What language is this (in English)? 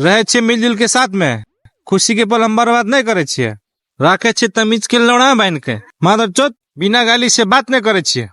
Maithili